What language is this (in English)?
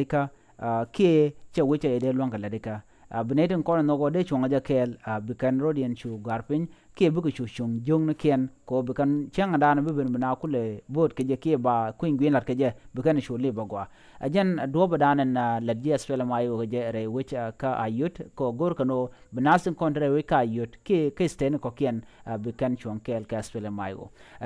Nuer